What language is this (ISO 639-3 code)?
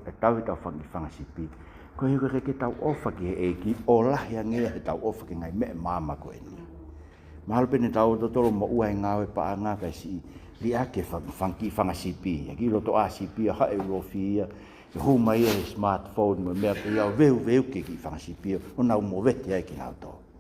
ton